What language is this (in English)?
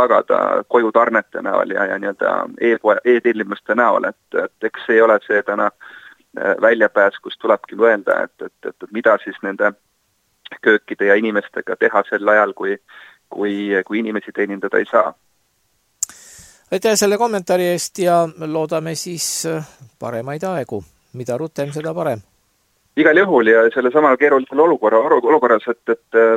Estonian